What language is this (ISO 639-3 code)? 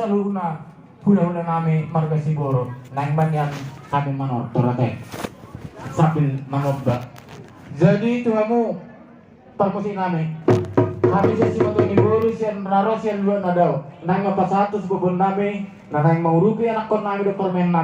bbc